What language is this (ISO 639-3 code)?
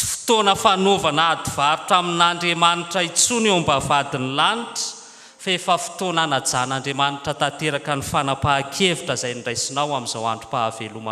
mlg